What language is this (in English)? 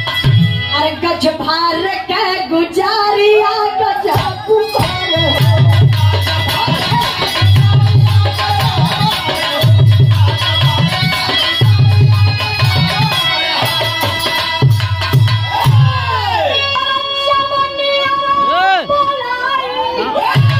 Bhojpuri